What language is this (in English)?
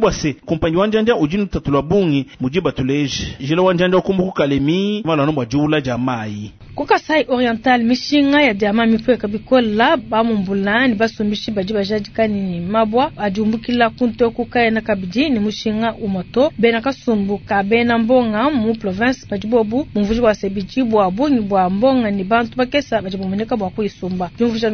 Luba-Lulua